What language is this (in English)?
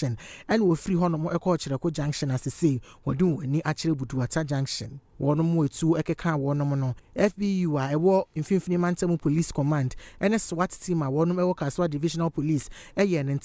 Akan